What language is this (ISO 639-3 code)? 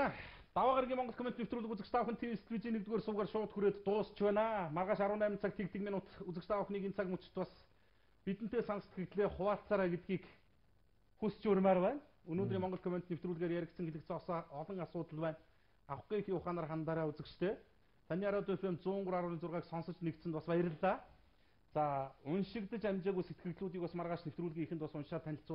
mon